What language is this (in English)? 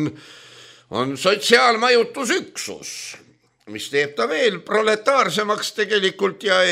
Estonian